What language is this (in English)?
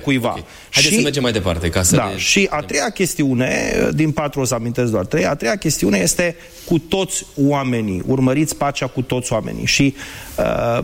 Romanian